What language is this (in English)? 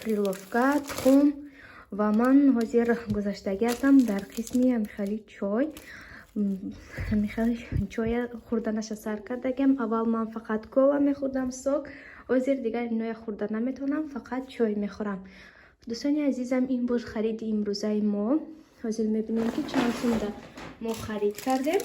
Tajik